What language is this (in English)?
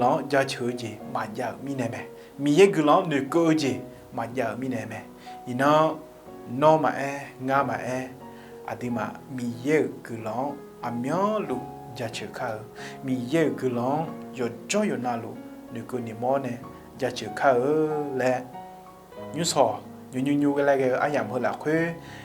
Akha